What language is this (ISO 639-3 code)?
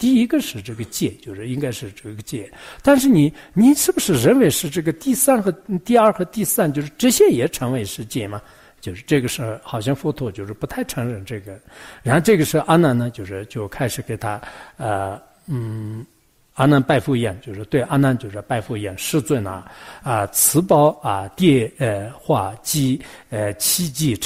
zho